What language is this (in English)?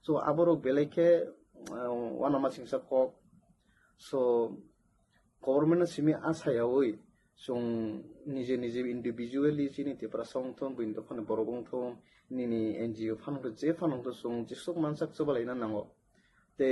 Kok Borok